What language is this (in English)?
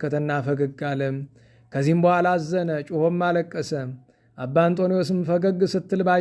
Amharic